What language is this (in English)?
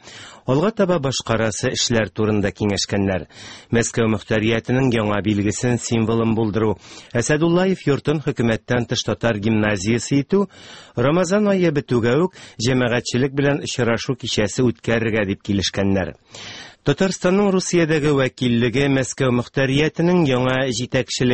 Tatar